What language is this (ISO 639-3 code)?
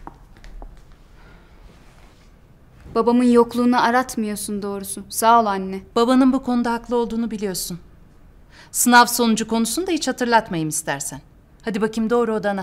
tur